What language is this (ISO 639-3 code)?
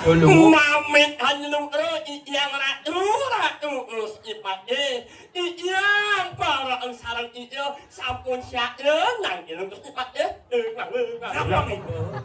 ban